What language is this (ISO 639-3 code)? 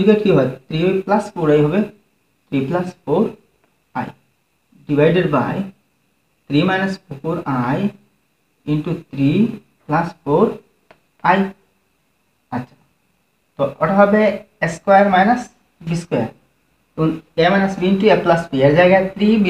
ben